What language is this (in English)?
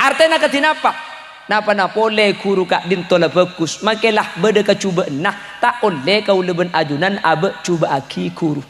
Madurese